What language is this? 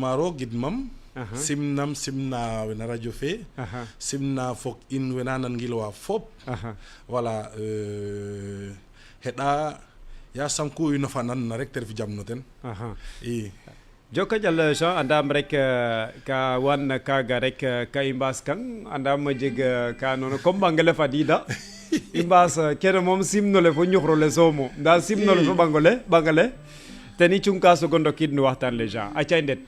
Serer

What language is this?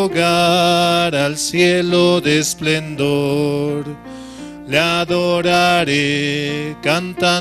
Aymara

